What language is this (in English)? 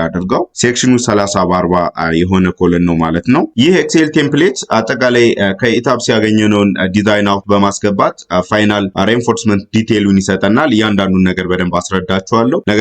Amharic